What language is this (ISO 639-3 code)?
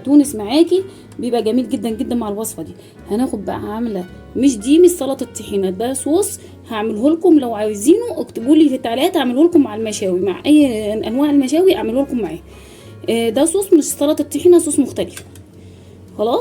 arz